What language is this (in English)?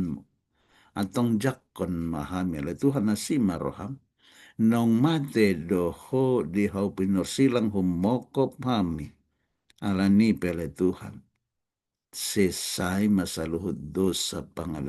Batak Toba